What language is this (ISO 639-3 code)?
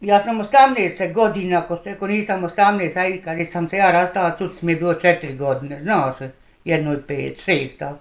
bos